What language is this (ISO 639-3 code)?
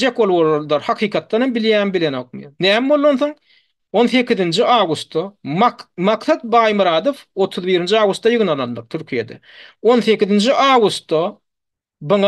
tuk